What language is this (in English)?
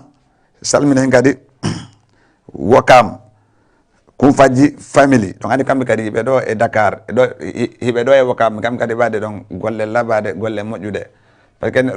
Fula